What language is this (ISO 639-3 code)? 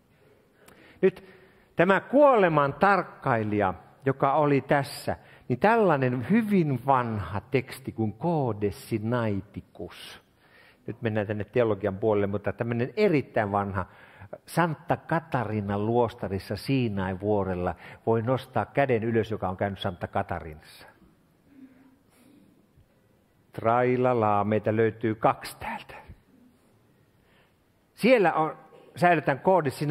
fin